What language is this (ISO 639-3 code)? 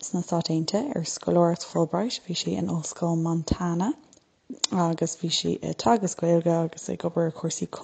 gle